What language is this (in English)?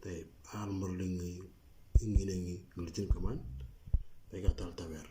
Moro